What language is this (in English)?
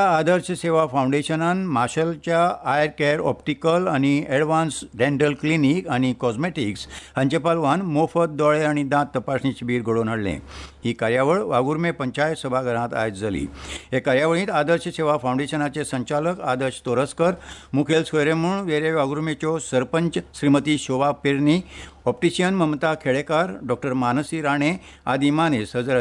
Konkani